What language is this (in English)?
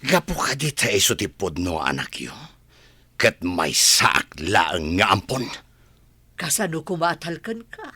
Iloko